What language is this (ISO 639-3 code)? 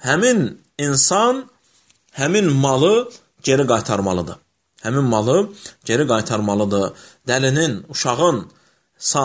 aze